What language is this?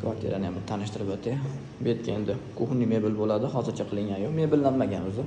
Uzbek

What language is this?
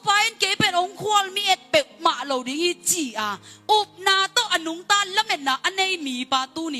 Tedim Chin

